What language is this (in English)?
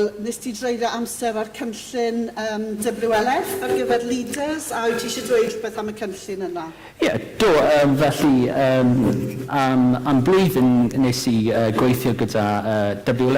Welsh